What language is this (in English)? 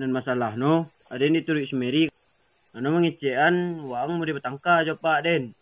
Minangkabau